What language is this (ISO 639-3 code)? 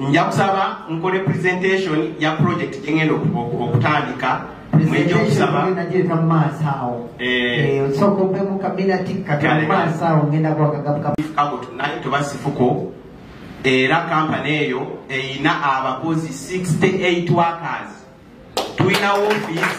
xog